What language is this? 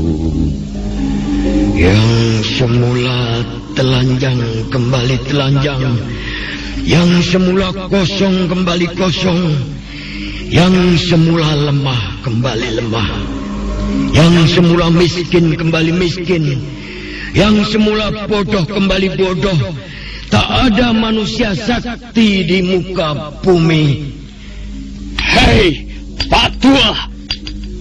Indonesian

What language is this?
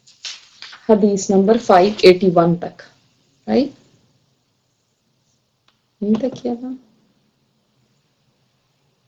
Urdu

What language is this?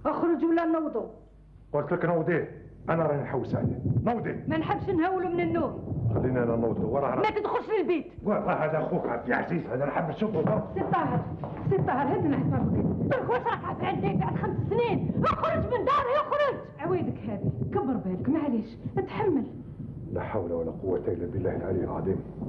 Algerian Arabic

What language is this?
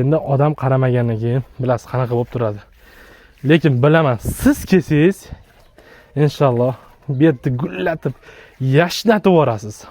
Uzbek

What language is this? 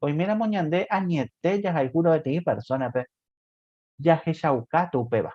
Guarani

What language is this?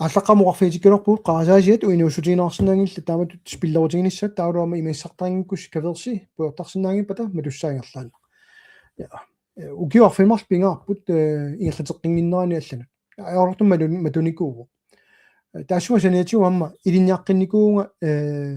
Kalaallisut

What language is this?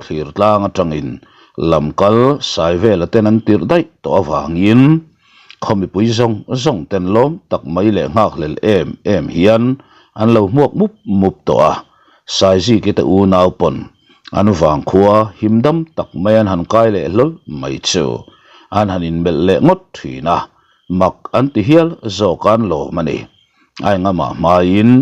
Mizo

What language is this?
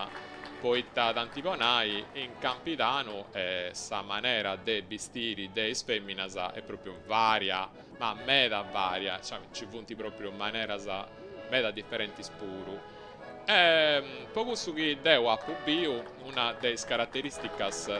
Sardinian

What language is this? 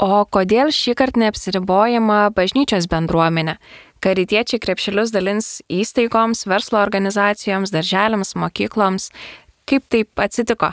Lithuanian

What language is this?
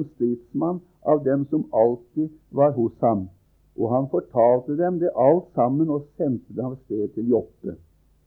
Norwegian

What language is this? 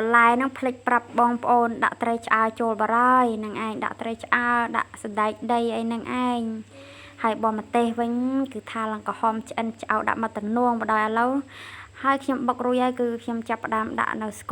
Khmer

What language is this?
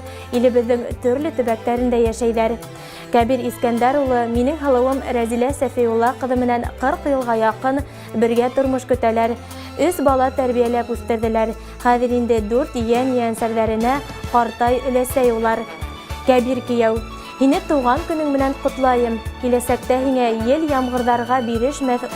Bashkir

